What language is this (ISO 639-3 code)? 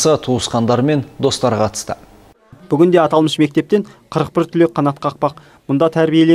kaz